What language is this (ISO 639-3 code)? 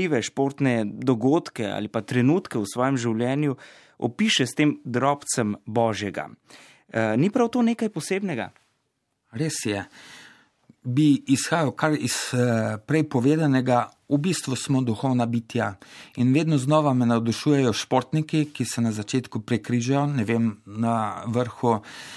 slv